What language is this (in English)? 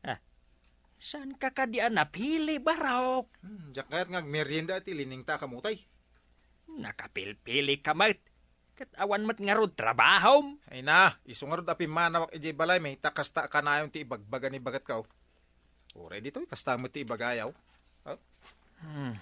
Iloko